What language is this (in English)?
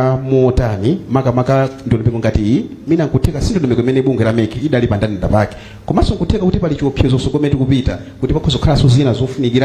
Nyanja